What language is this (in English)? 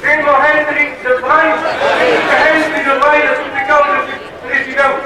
Romansh